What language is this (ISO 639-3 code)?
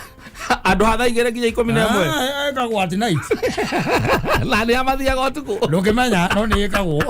kik